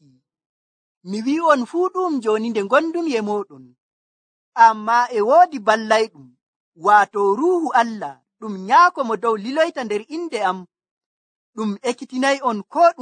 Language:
Nigerian Fulfulde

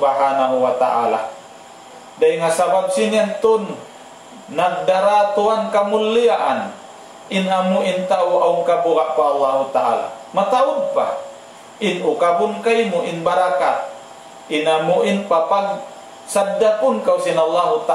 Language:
Tausug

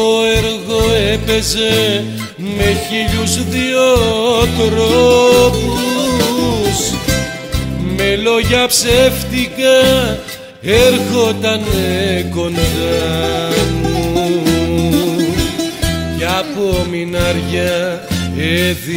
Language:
Greek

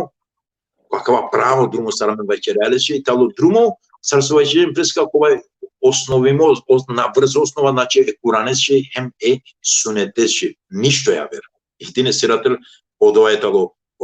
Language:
Balkan Romani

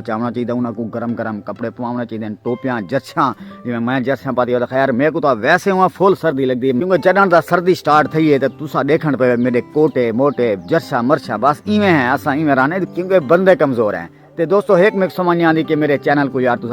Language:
Saraiki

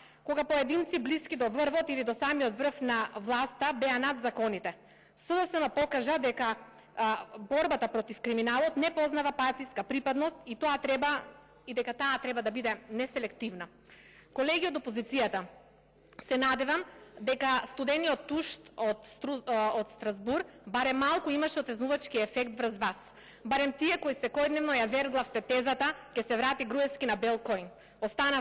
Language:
Macedonian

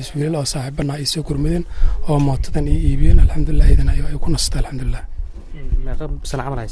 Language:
Somali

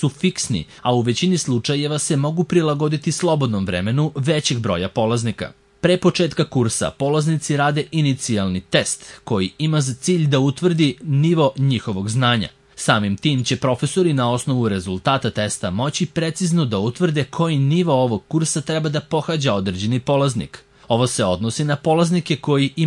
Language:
Serbian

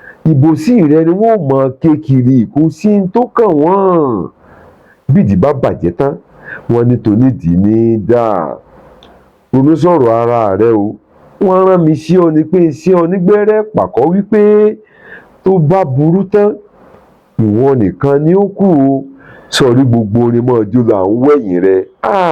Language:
Yoruba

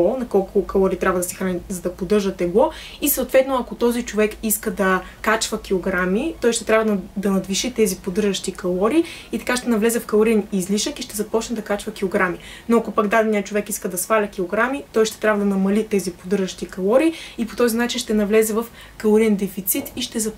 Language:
Bulgarian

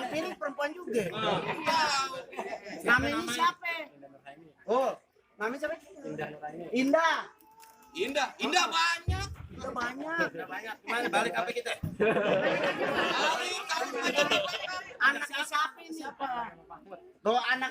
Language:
Betawi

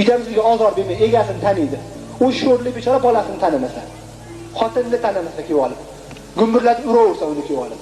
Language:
Uzbek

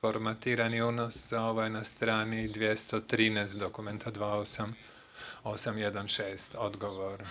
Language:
Bosnian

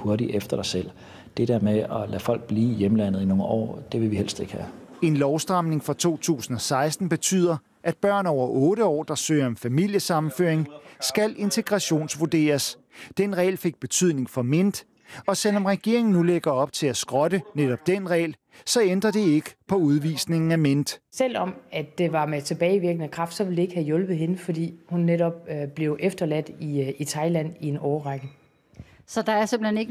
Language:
Danish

